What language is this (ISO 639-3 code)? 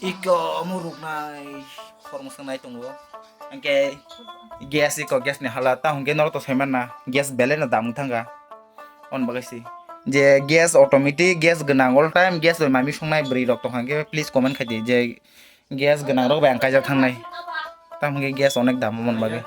trp